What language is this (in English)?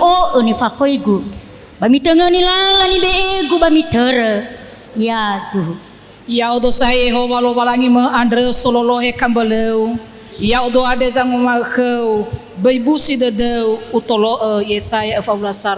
Nias